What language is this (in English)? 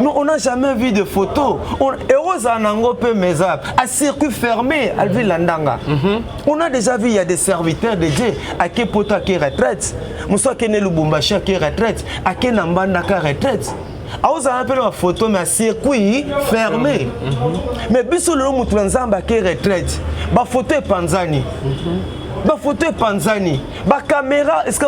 Lingala